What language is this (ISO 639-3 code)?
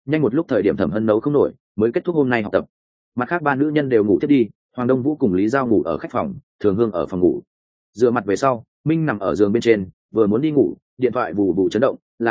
vie